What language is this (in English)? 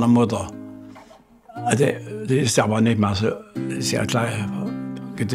German